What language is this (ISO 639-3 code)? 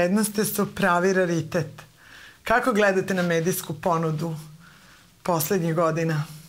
srp